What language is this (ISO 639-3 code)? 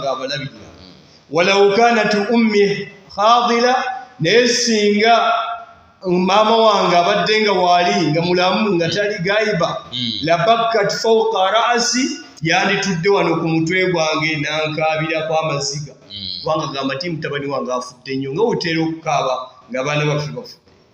lug